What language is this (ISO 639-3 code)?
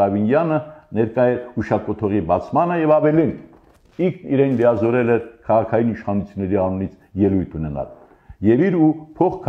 hye